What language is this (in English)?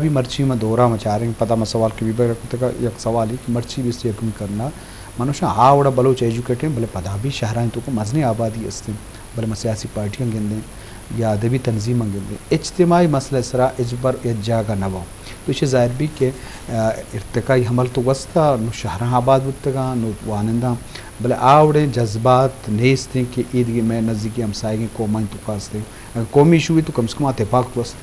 Eastern Balochi